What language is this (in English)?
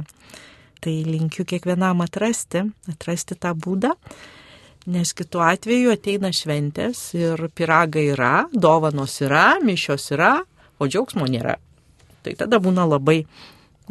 Lithuanian